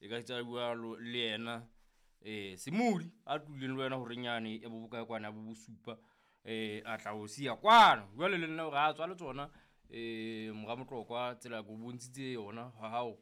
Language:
Southern Sotho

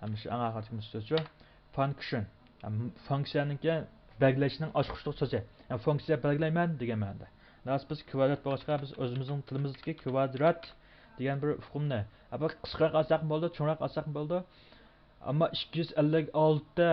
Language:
Uyghur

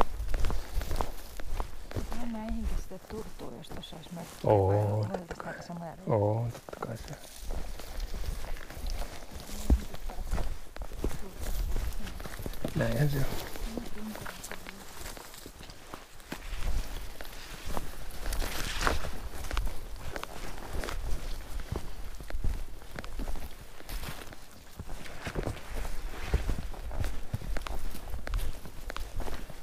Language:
Finnish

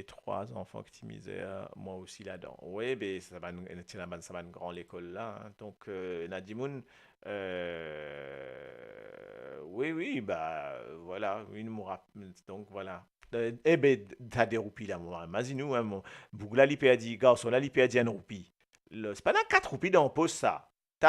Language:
Morisyen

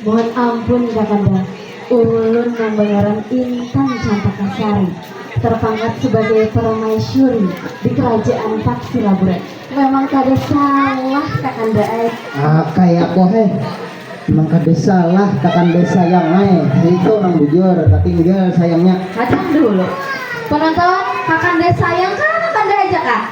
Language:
Banjar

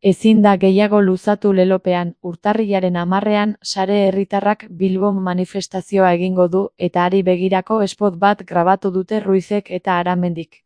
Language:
Basque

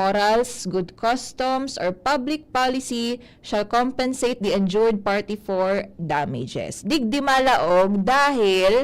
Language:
Bikol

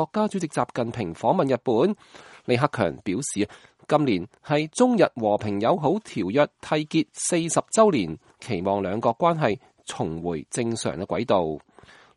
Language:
Cantonese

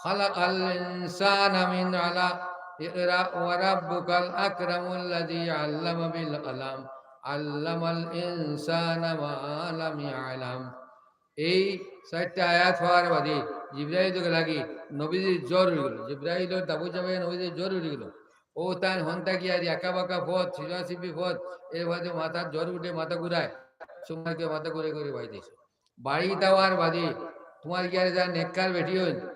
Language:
Sylheti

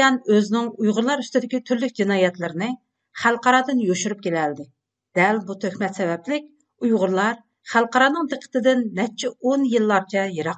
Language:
Uyghur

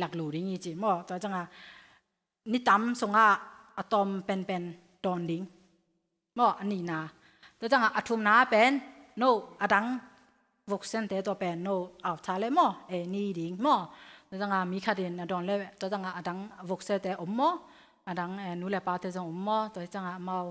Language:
Tedim Chin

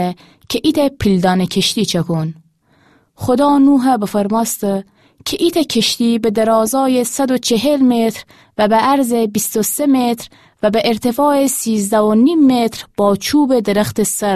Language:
Gilaki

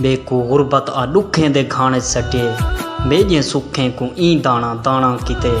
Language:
Saraiki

